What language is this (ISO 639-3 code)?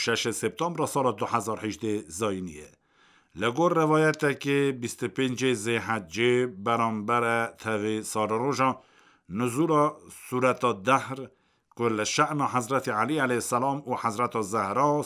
kur